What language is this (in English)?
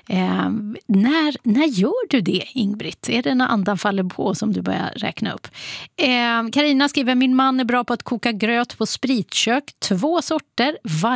Swedish